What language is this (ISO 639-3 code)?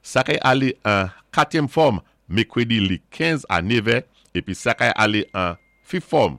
acf